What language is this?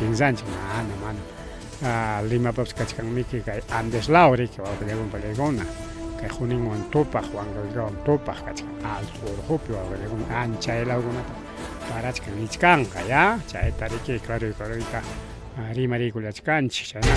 Ayacucho Quechua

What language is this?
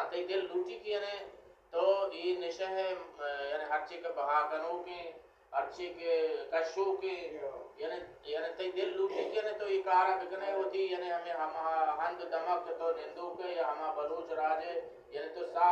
Baluchi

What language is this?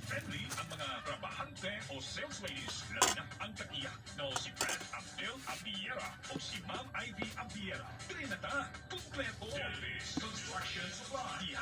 Cebuano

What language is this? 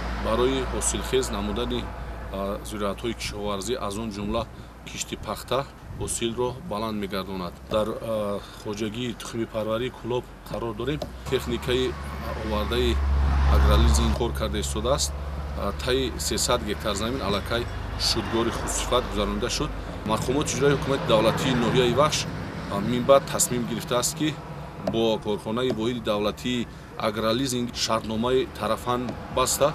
Tajik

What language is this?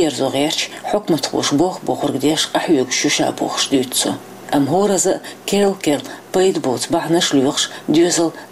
Chechen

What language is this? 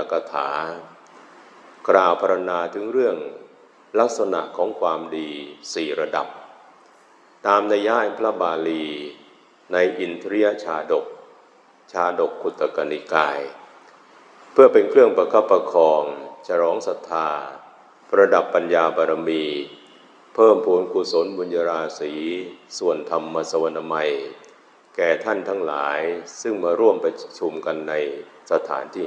Thai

